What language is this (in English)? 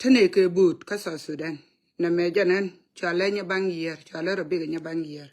Nuer